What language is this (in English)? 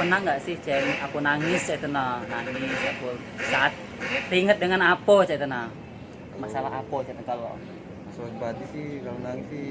Musi